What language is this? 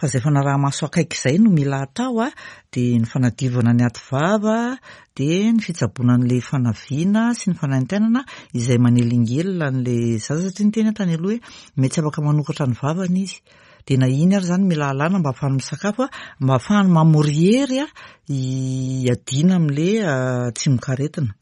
Malagasy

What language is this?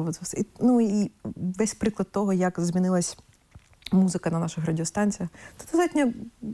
Ukrainian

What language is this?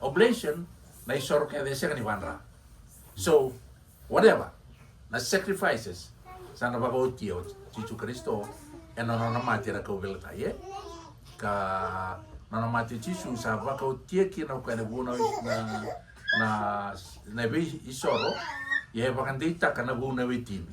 Fijian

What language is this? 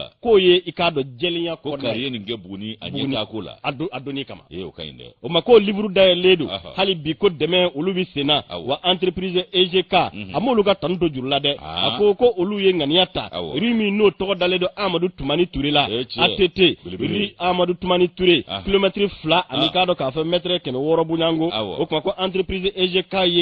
Bambara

